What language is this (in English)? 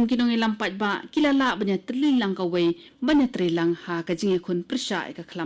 Khasi